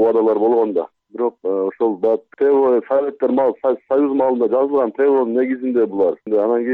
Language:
Kyrgyz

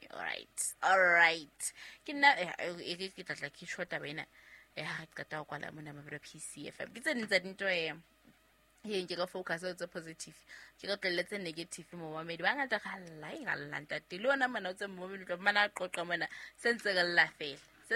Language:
Southern Sotho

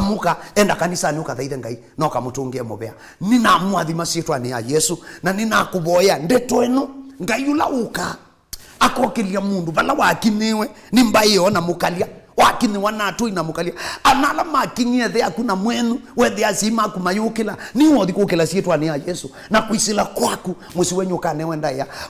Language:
Kamba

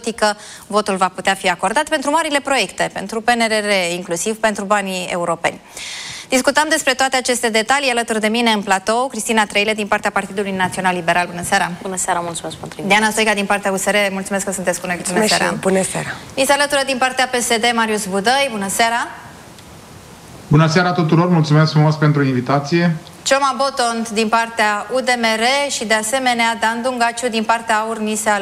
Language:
Romanian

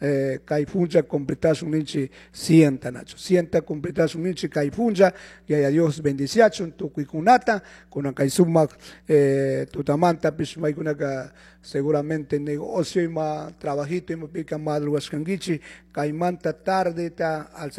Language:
Chimborazo Highland Quichua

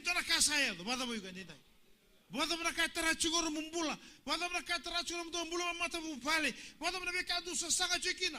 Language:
Fijian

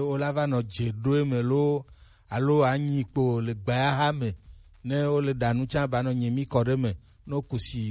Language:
Gen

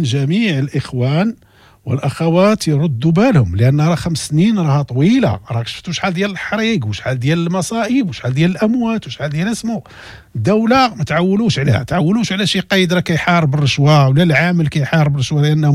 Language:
Moroccan Arabic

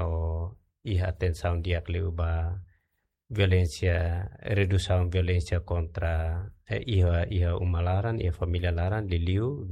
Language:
Tetum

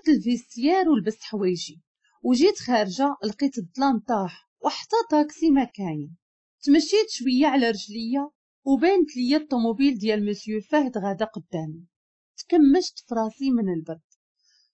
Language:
Moroccan Arabic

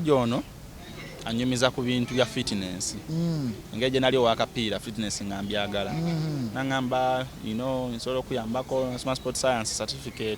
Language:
Ganda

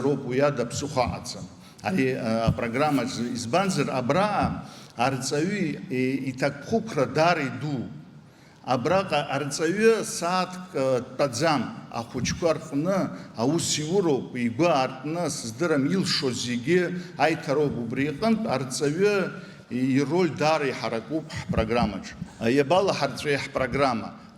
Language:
Abkhazian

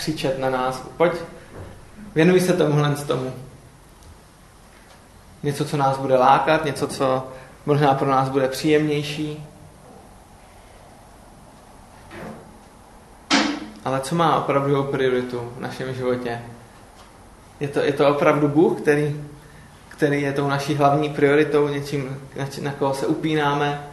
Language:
Czech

